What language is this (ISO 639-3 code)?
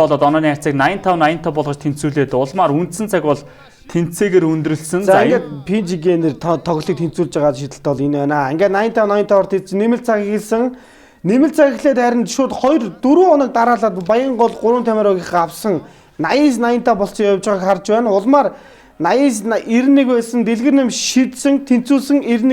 mon